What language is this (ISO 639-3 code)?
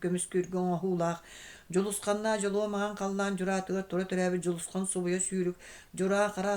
sah